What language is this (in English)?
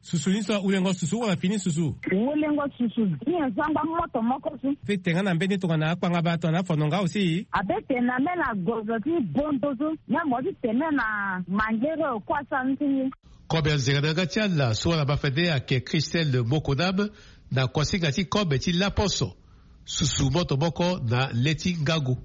Sango